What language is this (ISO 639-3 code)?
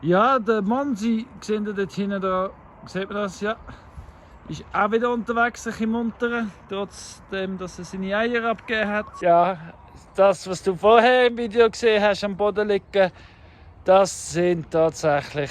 gsw